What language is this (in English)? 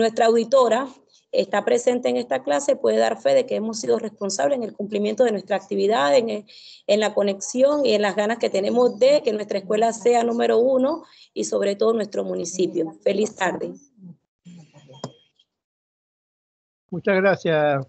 Spanish